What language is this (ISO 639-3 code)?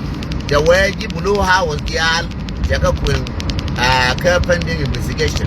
nus